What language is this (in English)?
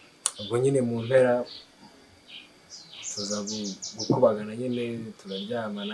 Kinyarwanda